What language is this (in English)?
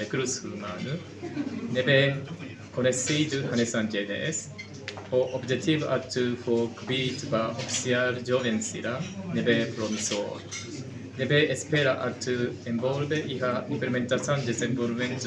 Tetum